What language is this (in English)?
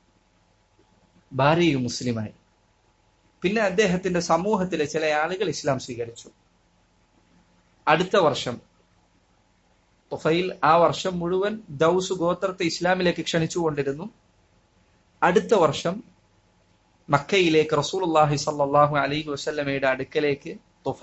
Malayalam